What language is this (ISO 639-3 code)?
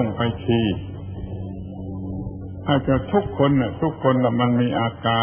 tha